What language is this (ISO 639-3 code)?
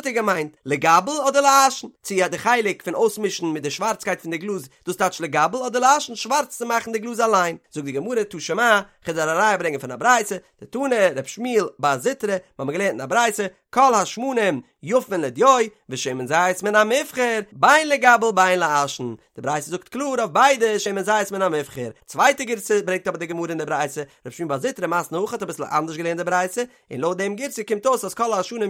yid